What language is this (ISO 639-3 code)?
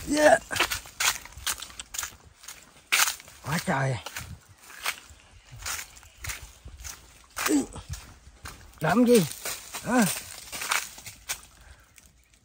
vie